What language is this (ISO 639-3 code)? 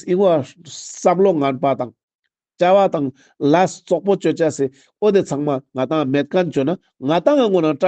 lbj